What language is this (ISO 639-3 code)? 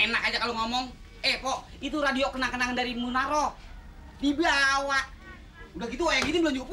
bew